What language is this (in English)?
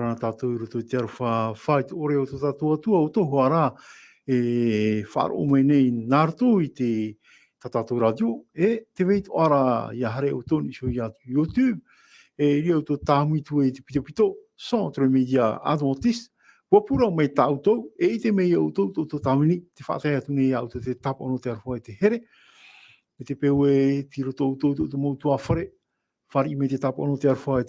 Tahitian